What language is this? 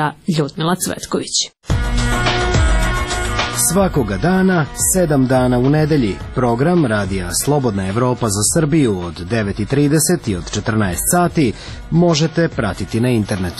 Serbian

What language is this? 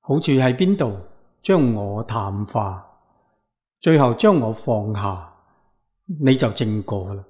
Cantonese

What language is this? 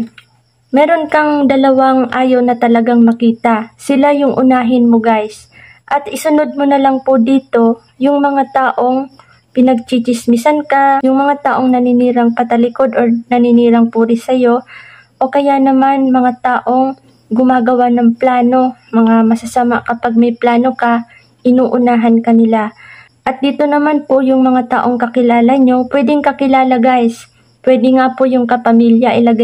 Filipino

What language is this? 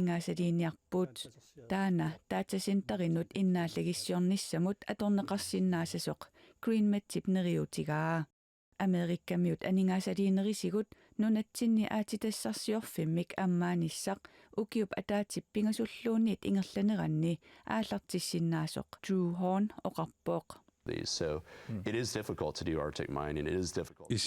Kalaallisut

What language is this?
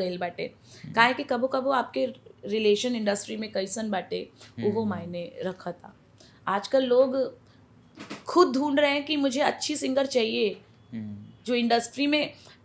Bhojpuri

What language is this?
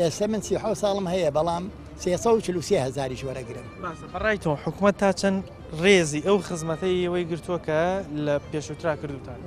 Central Kurdish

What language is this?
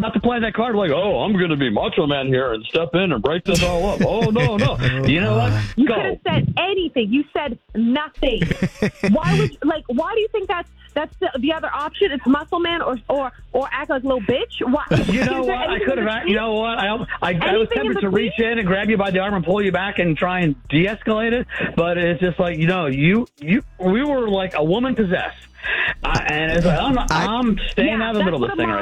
English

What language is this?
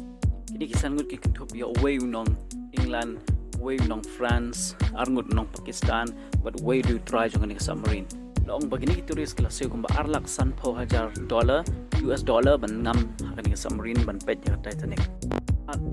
Khasi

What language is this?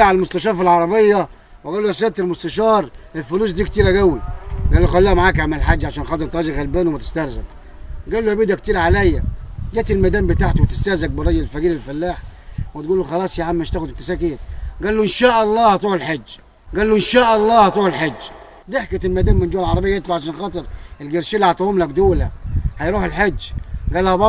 Egyptian Arabic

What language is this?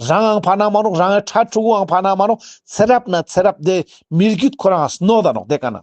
Ladakhi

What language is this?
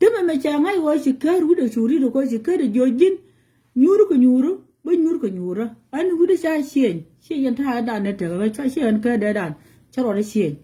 Nuer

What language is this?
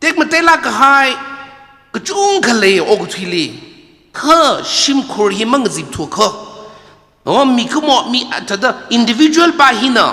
Tangkhul Naga (India)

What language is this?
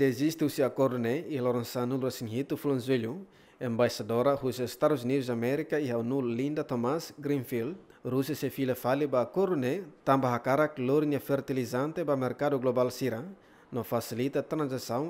Tetum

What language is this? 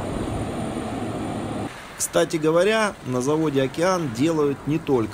Russian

